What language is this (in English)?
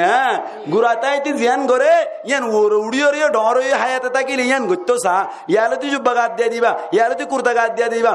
Rohingya